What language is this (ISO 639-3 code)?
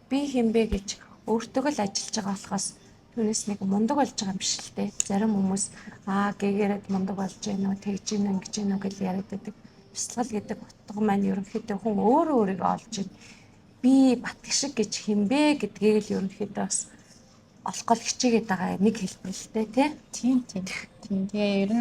mon